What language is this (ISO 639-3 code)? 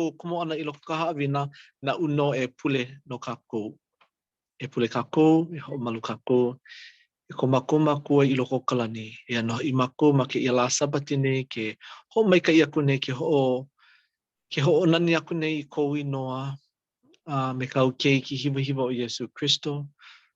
haw